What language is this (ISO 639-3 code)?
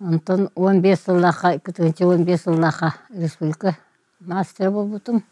sah